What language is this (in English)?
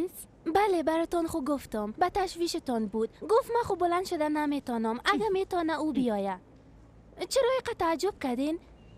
Persian